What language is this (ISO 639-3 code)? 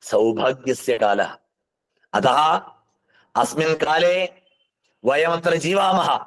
san